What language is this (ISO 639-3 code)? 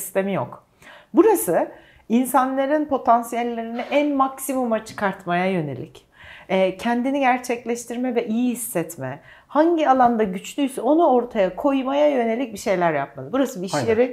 tur